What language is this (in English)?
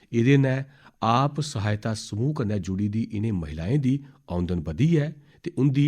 Dogri